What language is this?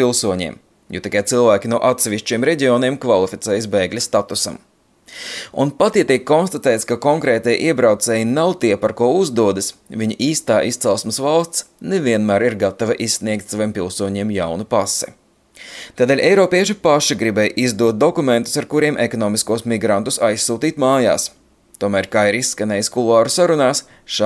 Latvian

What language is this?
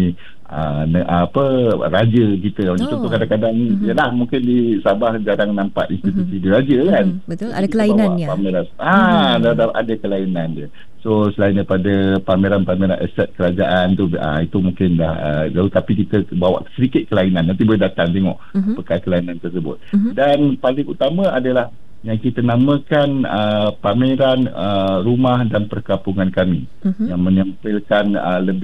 Malay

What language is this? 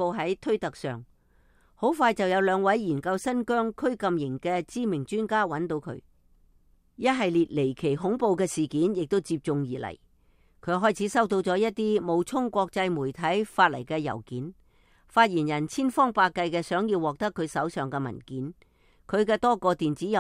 Cantonese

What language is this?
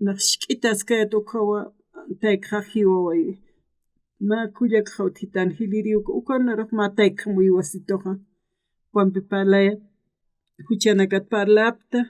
Aymara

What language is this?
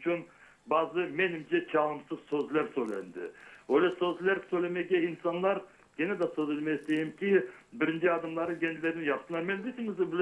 Crimean Tatar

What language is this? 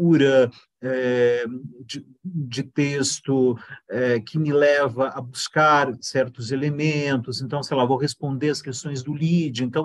Portuguese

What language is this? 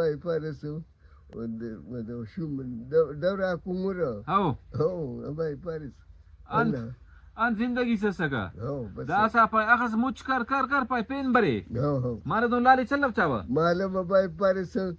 Brahui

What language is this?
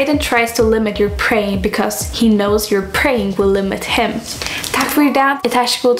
Faroese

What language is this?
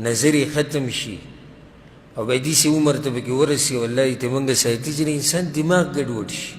Pashto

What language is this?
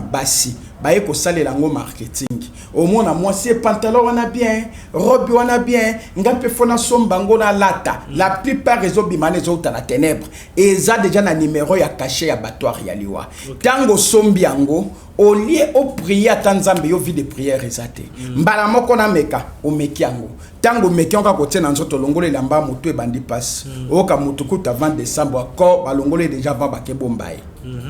Lingala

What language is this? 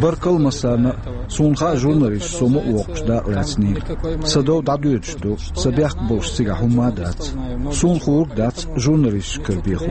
Chechen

